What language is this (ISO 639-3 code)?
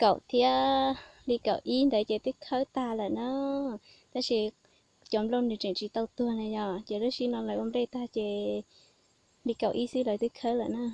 hmn